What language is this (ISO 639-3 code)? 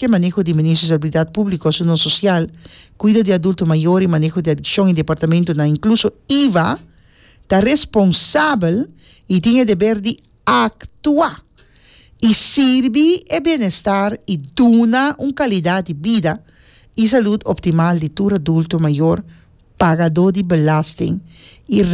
pap